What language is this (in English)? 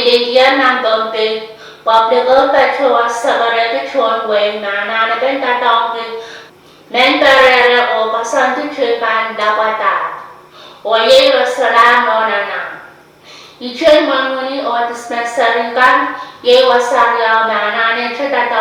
Pohnpeian